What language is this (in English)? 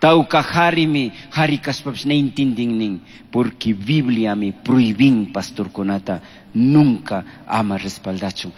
Chimborazo Highland Quichua